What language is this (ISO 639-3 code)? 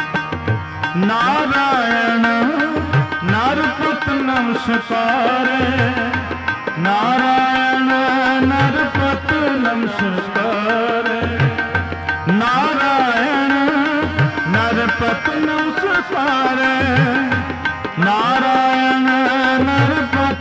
hin